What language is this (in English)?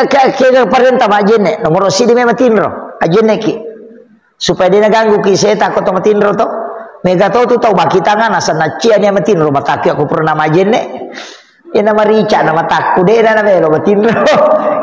Buginese